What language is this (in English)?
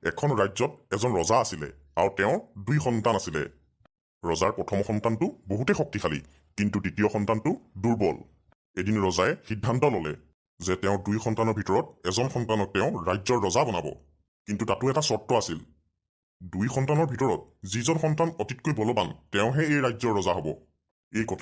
Assamese